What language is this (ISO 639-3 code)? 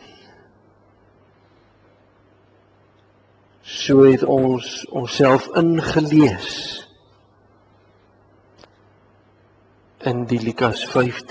afr